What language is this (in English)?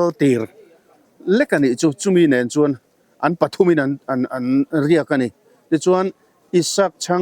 Mizo